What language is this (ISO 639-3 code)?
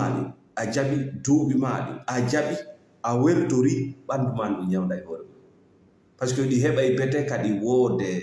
ful